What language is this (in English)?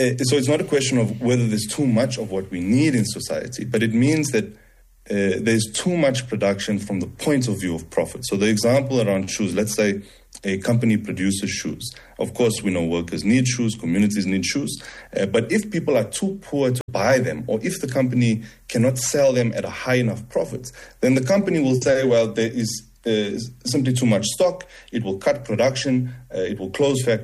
English